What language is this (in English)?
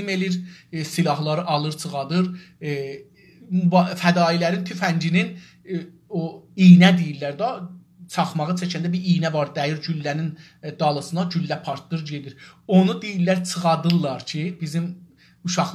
South Azerbaijani